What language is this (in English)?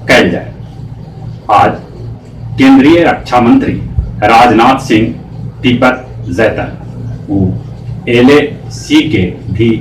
Magahi